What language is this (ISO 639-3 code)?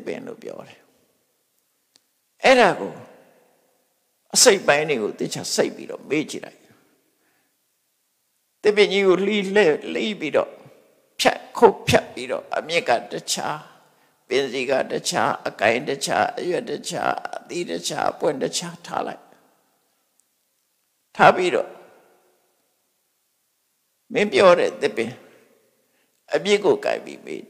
mya